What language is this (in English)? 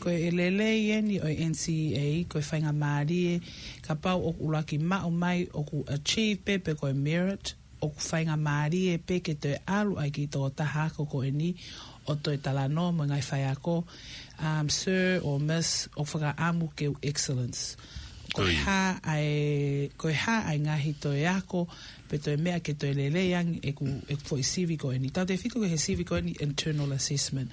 Tongan